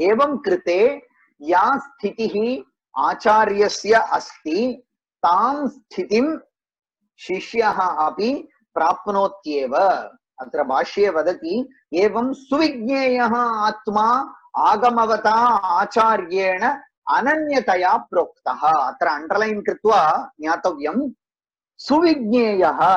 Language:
Sanskrit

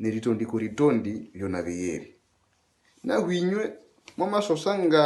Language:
Nande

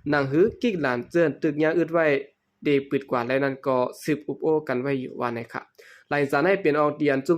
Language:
Shan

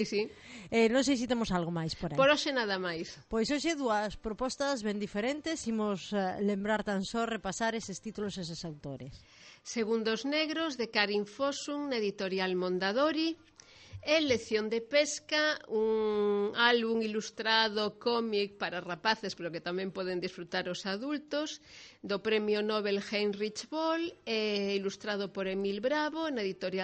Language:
Galician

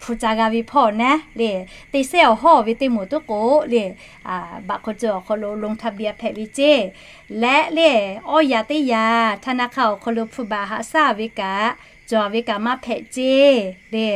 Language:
Lahu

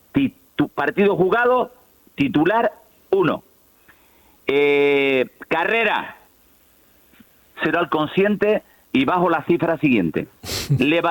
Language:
Spanish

